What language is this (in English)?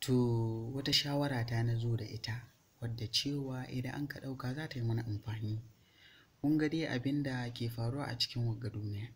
Hausa